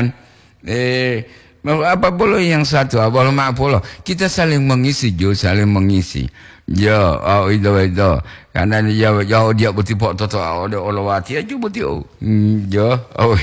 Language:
Gorontalo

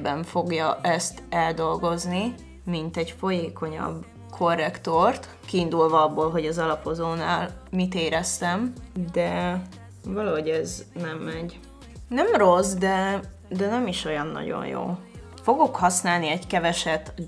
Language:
Hungarian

